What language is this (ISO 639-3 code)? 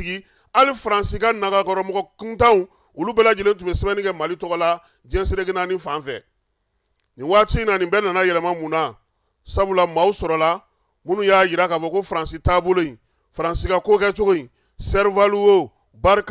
bam